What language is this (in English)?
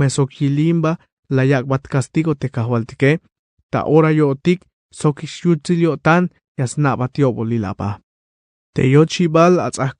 Tzeltal